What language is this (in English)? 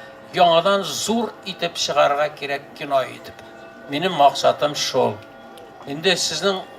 Tatar